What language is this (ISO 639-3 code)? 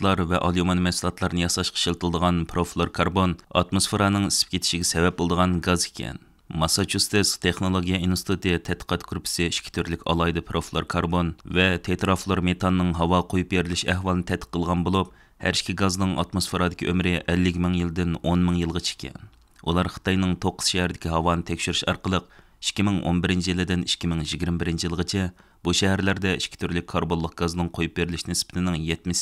uig